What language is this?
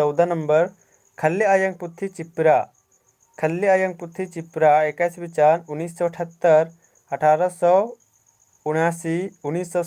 Kurukh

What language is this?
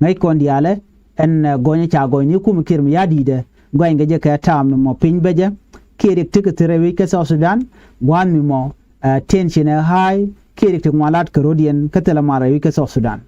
Nuer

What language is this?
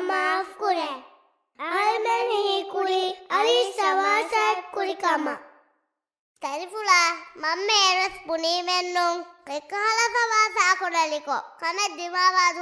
Divehi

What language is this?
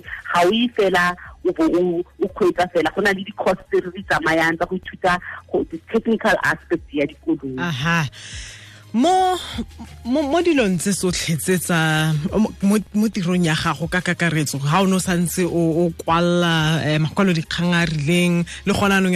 Tswana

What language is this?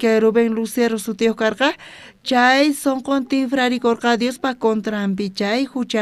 South Bolivian Quechua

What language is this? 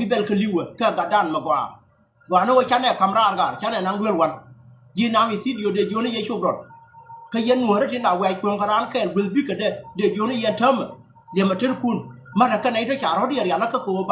Nuer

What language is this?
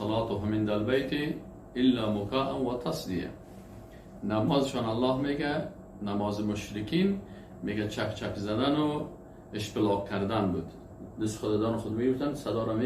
Persian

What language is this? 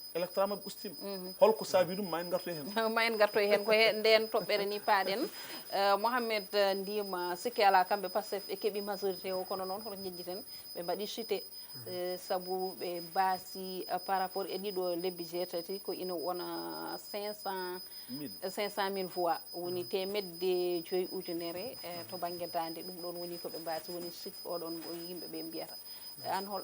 Fula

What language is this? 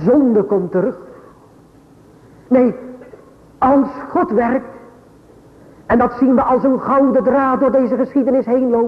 Dutch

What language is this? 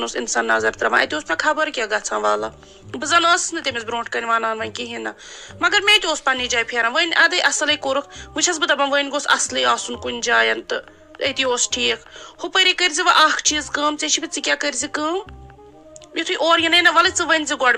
Kashmiri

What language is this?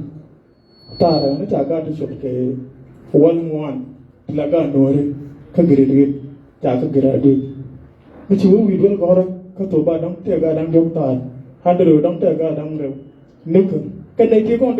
Nuer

